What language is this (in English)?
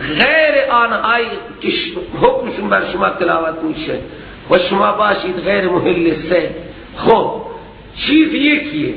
Persian